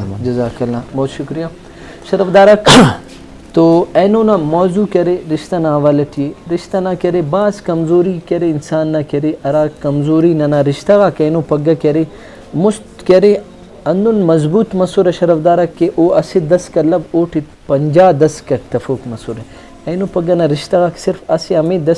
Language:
Brahui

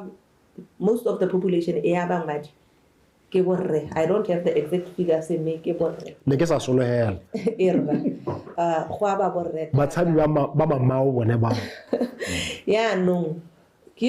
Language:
Tswana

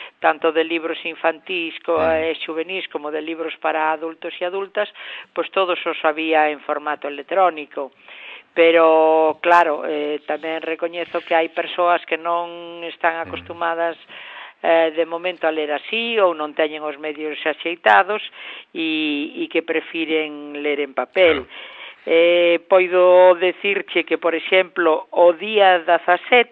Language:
Galician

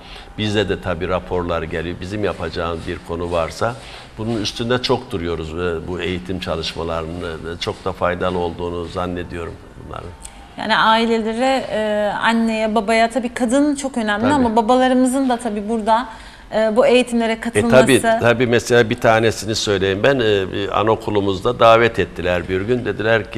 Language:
Turkish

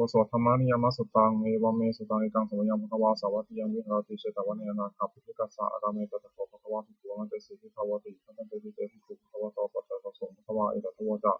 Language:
Pali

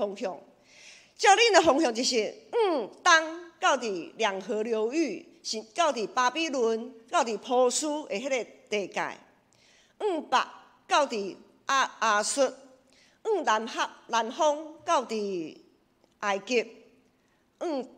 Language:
Min Nan Chinese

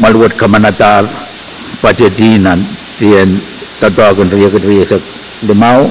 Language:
Pohnpeian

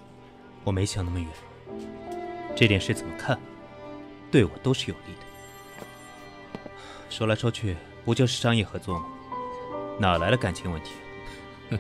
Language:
Chinese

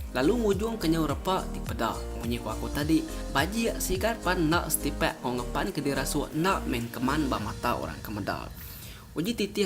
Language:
Iban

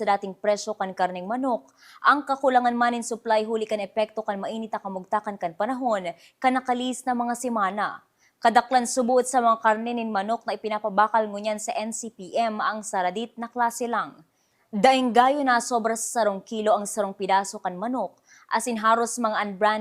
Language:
Bikol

